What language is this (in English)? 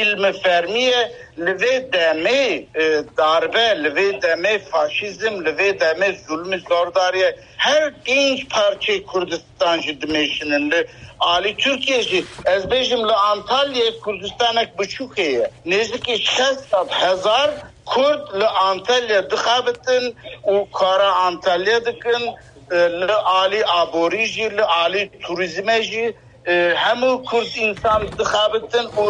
Kurdish